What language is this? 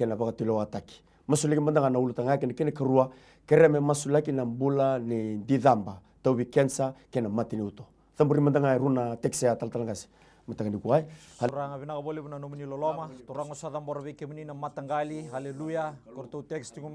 Fijian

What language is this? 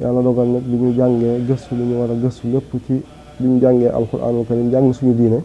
Wolof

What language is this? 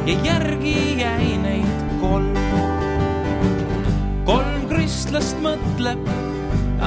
Estonian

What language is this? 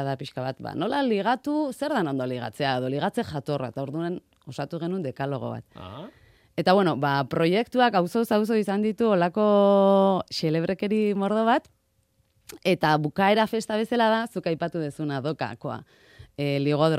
Basque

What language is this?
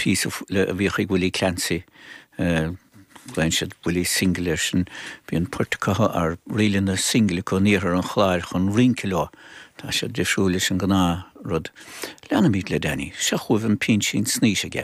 Irish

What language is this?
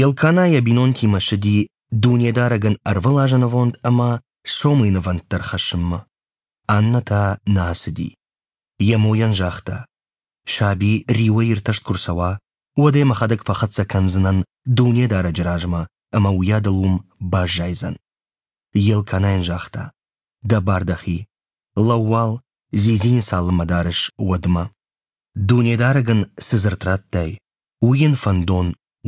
Ossetic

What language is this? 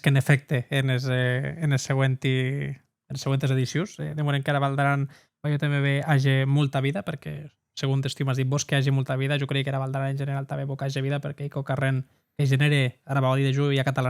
Occitan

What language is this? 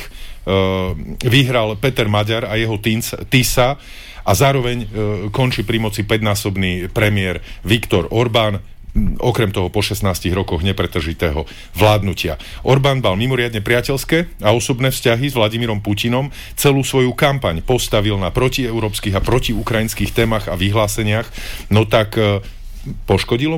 Slovak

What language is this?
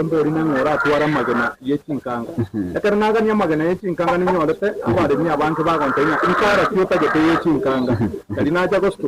Gusii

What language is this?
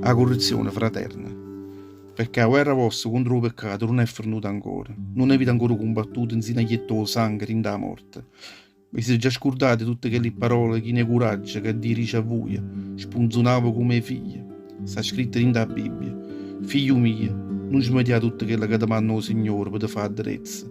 Neapolitan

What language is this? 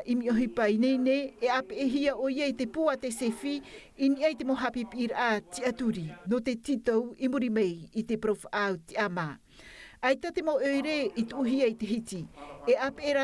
Tahitian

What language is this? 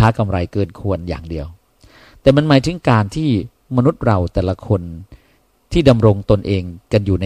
Thai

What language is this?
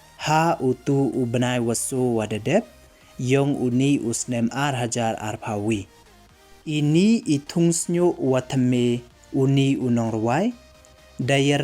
Pnar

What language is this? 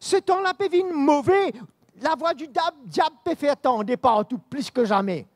Morisyen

